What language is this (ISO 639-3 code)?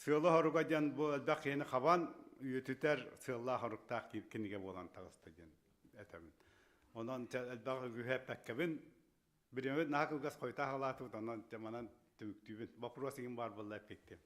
sah